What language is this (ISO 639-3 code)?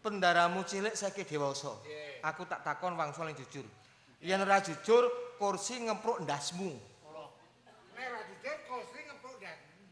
jav